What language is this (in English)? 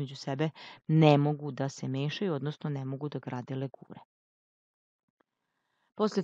Serbian